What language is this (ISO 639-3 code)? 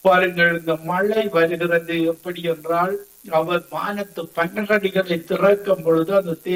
tam